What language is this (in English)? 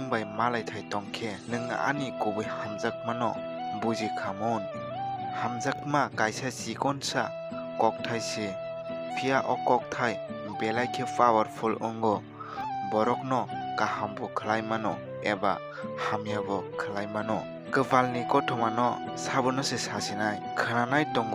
Kok Borok